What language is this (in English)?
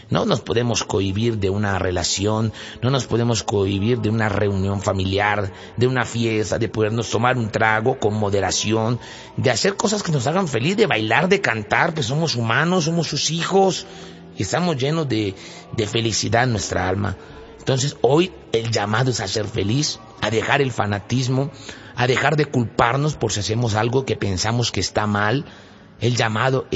Spanish